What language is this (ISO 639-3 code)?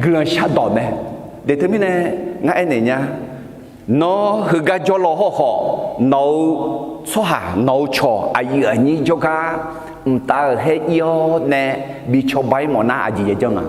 ahk